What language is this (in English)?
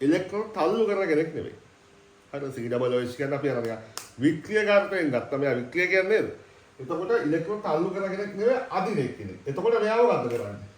Sinhala